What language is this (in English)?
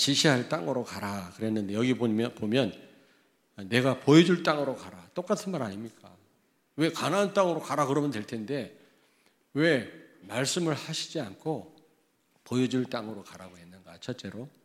Korean